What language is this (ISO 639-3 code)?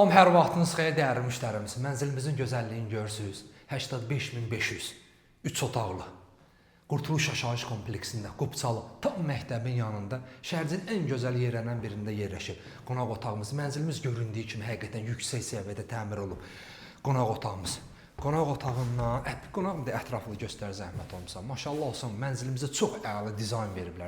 aze